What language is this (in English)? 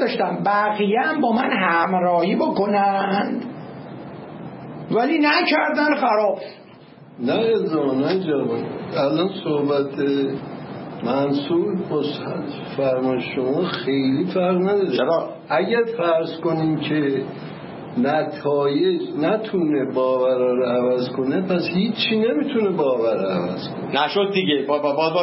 Persian